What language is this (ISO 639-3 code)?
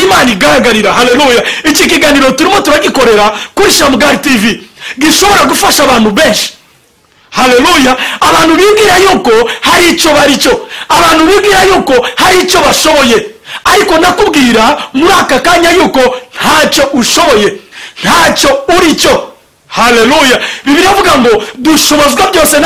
kin